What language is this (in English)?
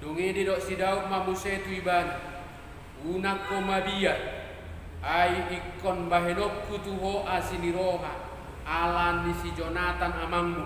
Batak Toba